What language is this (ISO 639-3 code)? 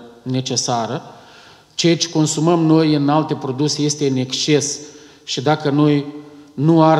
ron